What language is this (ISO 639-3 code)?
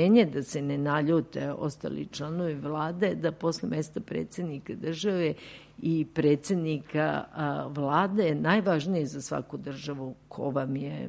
srp